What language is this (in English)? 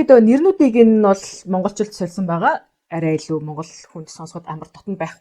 Mongolian